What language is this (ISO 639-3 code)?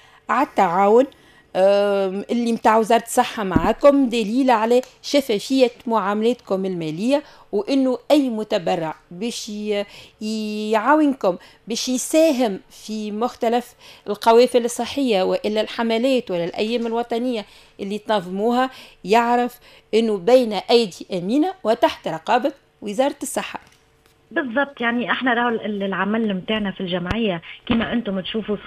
aeb